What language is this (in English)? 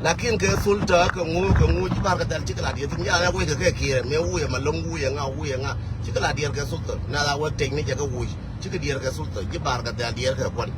Nuer